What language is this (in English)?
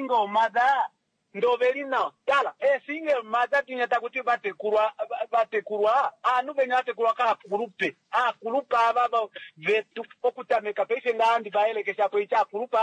Kuanyama